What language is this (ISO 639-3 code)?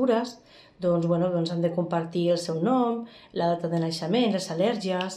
cat